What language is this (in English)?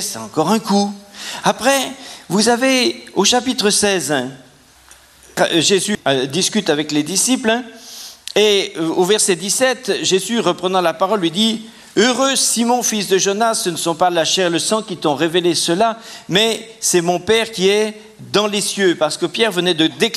French